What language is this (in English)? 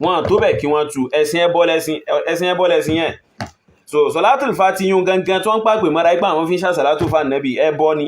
Yoruba